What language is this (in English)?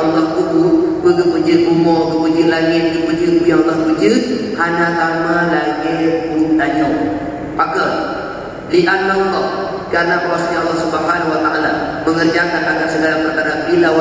Achinese